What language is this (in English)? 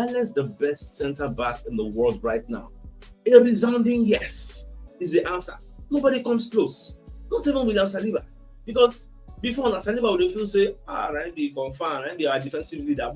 Nigerian Pidgin